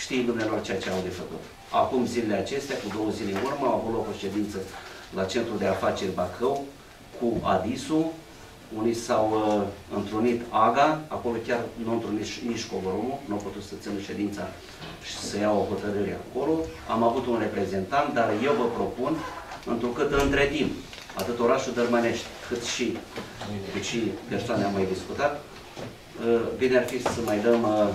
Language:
Romanian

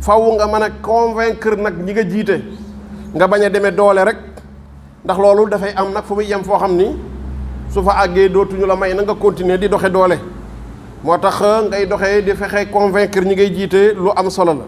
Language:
Wolof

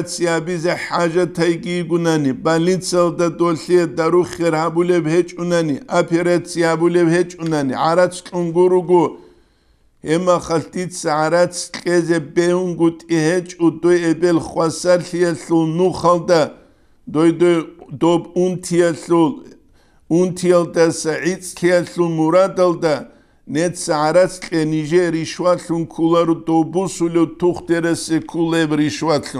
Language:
Avaric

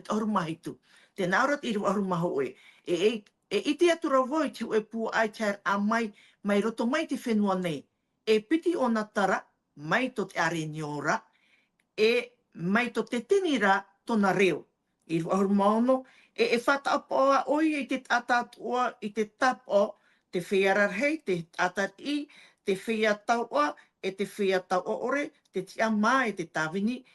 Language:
Tahitian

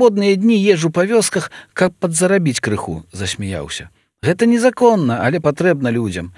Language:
Belarusian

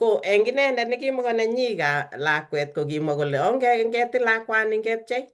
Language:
Kalenjin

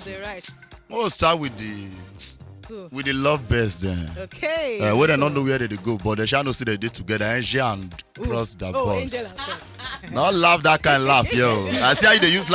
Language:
Nigerian Pidgin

